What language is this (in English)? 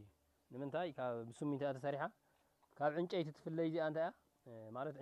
Tigrinya